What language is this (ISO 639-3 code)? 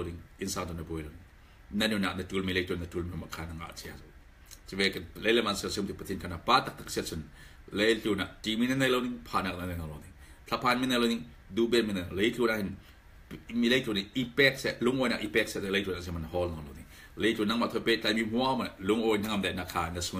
cfm